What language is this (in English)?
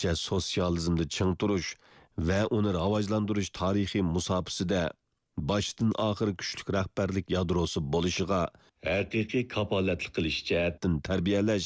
Uyghur